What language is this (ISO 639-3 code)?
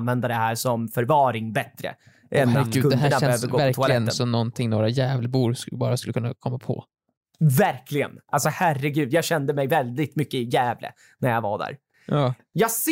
swe